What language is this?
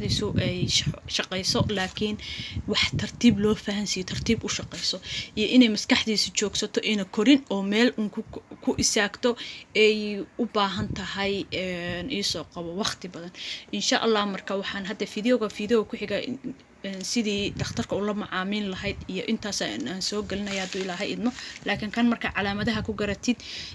Somali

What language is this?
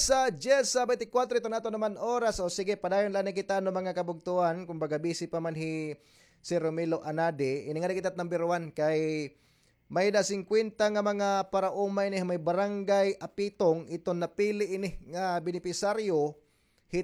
Waray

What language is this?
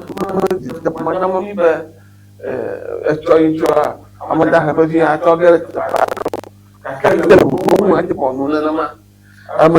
Ewe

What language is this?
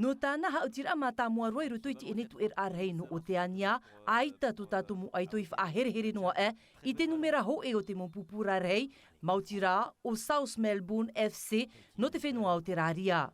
Tahitian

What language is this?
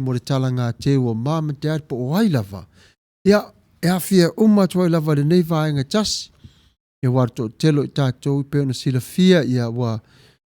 Samoan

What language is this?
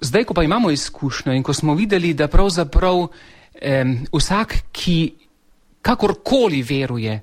Slovenian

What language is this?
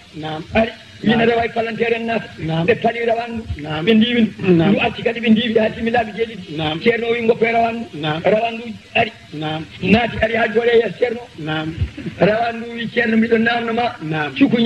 Fula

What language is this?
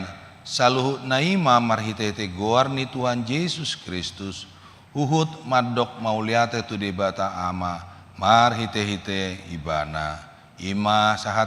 Batak Toba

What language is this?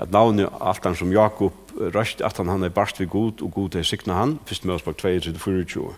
Faroese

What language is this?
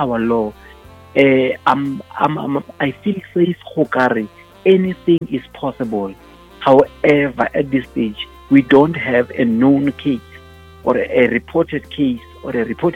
Northern Sotho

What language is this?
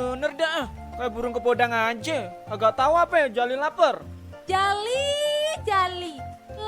Betawi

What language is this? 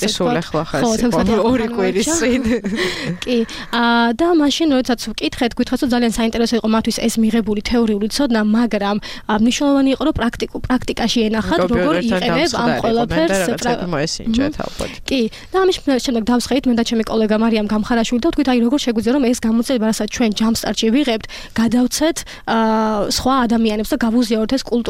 Georgian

